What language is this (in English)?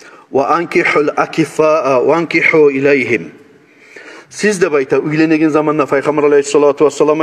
Kumyk